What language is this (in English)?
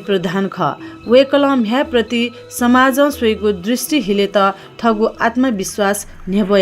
Newari